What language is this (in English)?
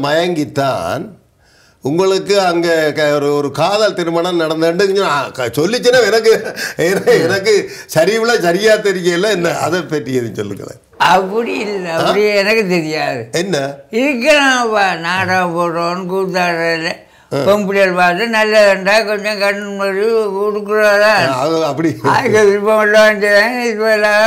Tamil